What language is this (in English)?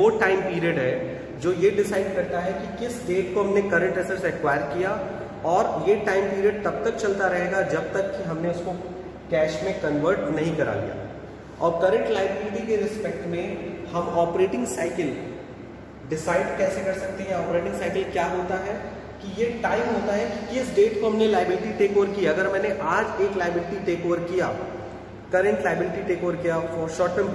Hindi